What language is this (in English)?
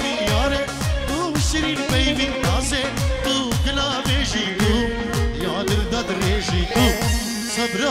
Kurdish